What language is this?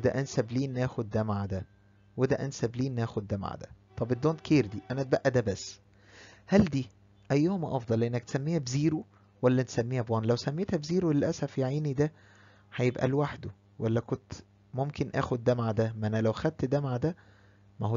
Egyptian Arabic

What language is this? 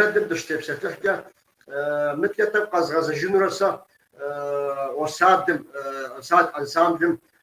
Kabardian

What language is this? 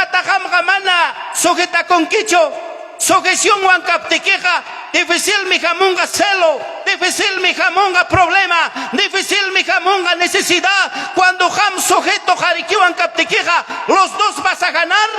Ayacucho Quechua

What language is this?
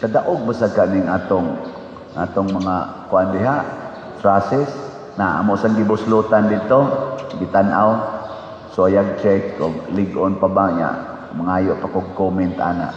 Cebuano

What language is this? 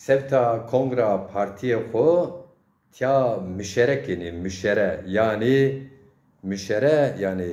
Zaza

